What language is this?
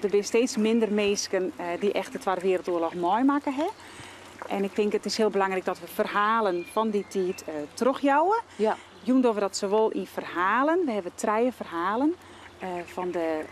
Western Frisian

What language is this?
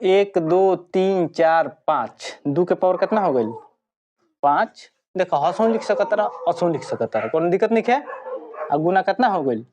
Bhojpuri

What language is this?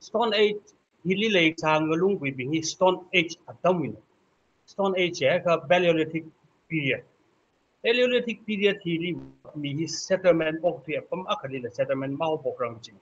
Tangkhul Naga (India)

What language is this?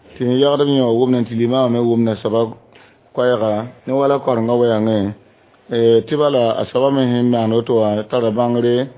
Mossi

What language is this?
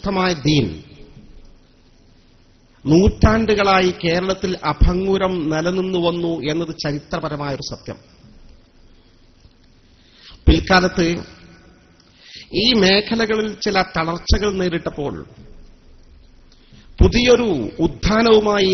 Malayalam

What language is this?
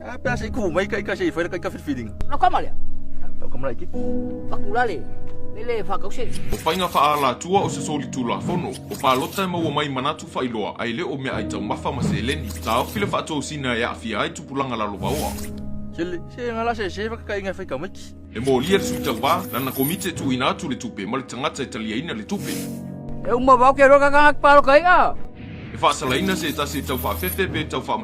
Samoan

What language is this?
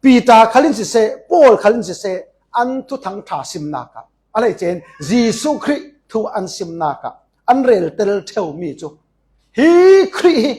Falam Chin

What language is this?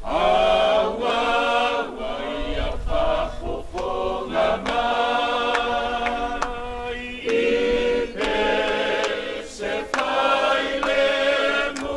Samoan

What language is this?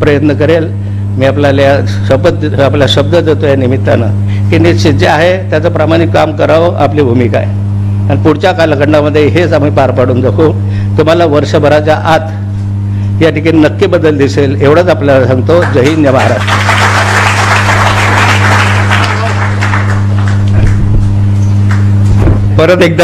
Marathi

